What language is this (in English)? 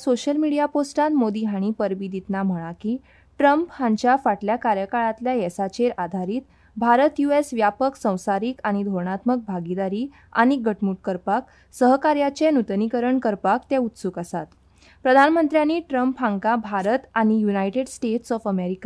Konkani